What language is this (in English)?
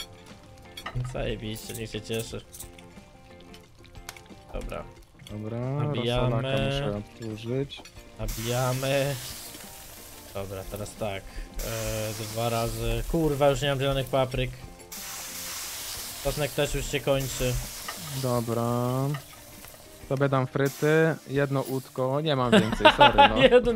Polish